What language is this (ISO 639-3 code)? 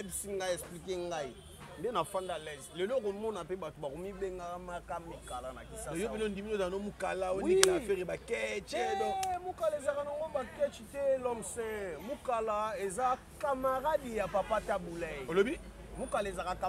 lin